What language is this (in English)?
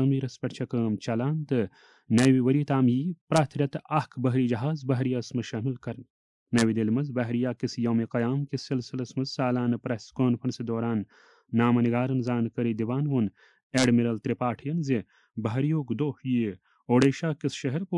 Kashmiri